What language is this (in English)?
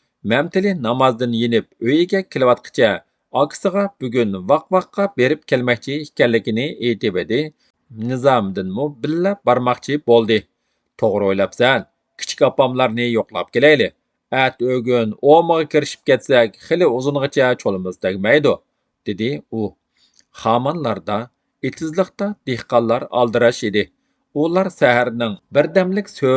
Uyghur